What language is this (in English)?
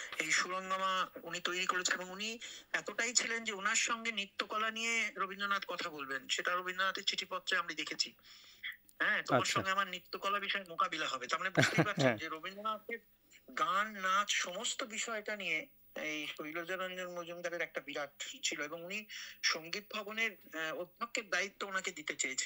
Bangla